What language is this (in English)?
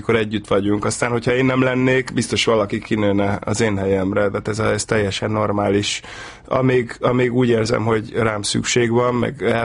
Hungarian